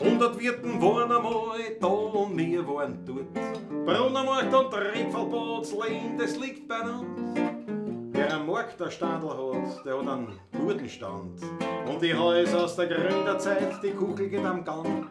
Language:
Bavarian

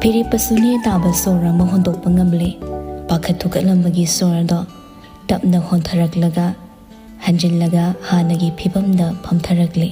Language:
Manipuri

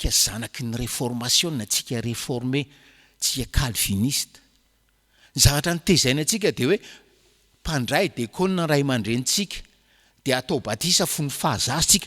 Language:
Malagasy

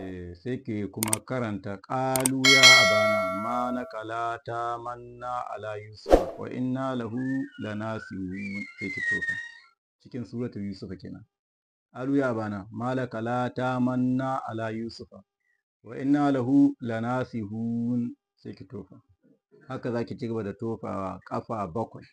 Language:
Hausa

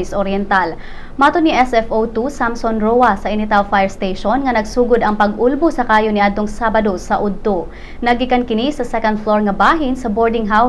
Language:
Cebuano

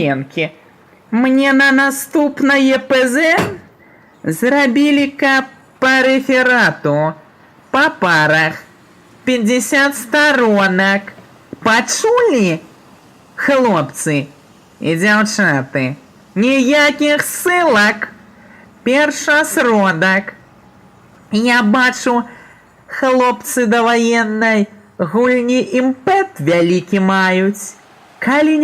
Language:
Belarusian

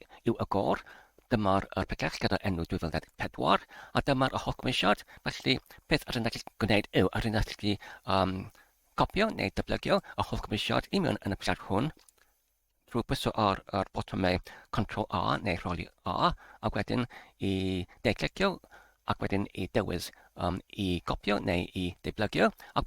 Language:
Welsh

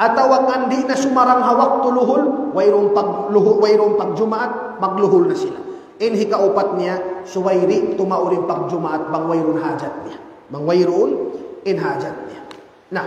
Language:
Tausug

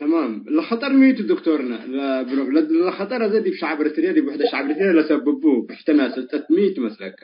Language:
Tigre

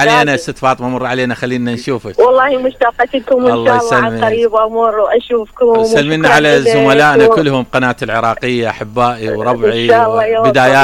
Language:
Mesopotamian Arabic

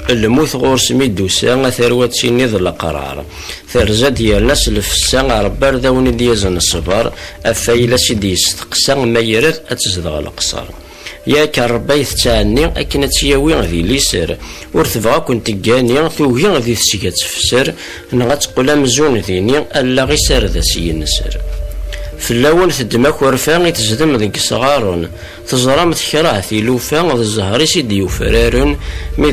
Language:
Kabyle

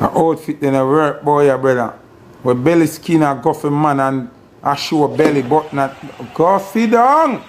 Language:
Jamaican Creole English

